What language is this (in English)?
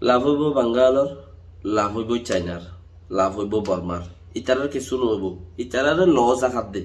Rohingya